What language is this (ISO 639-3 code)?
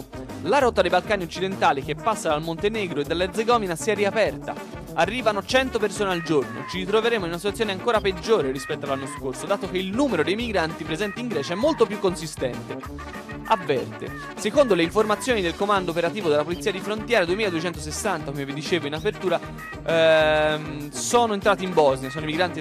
ita